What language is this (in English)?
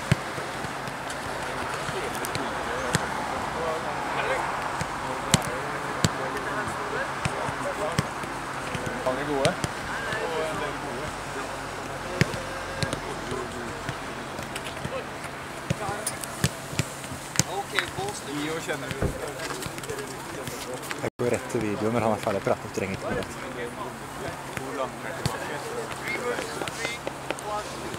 Norwegian